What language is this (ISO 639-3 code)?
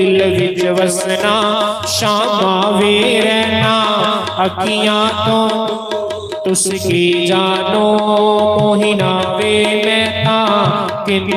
doi